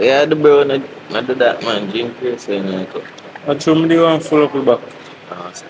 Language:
Jamaican Creole English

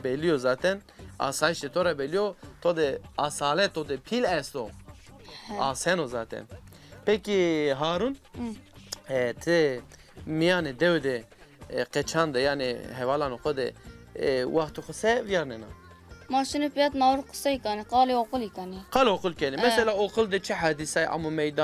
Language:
Zaza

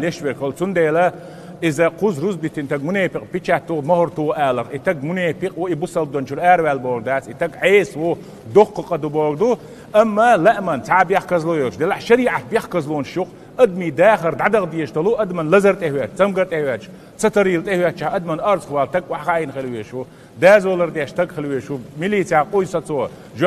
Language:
Chechen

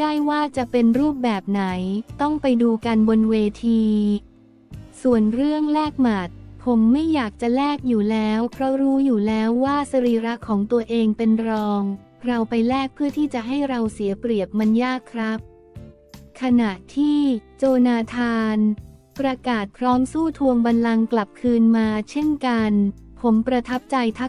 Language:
Thai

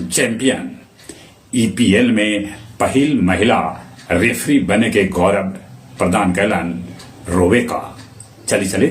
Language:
Magahi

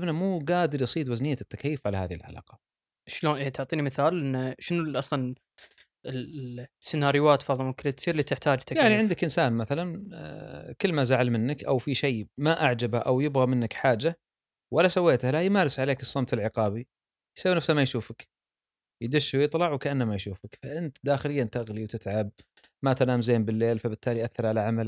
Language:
Gulf Arabic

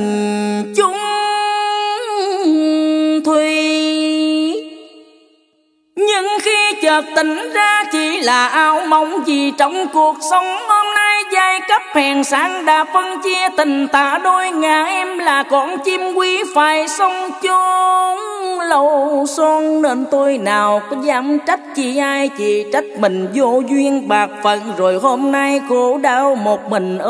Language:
Vietnamese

